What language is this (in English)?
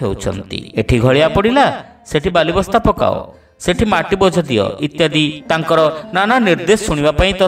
Odia